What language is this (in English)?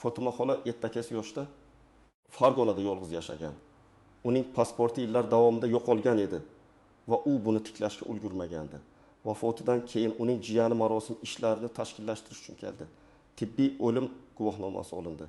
Uzbek